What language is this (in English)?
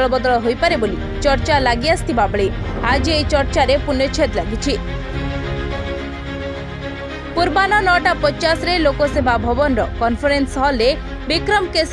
Odia